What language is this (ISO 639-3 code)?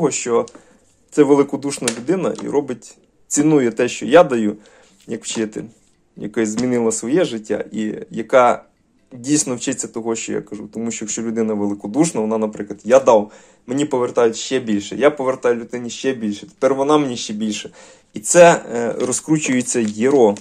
ukr